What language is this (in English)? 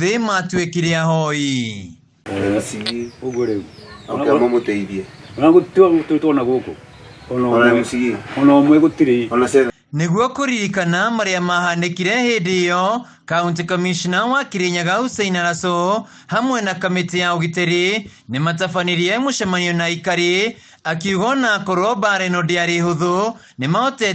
Kikuyu